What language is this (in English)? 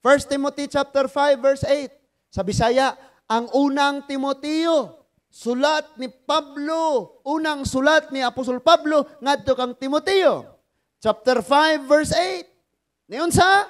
Cebuano